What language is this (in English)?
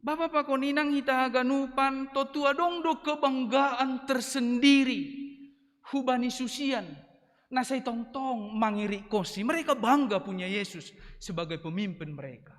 Batak Simalungun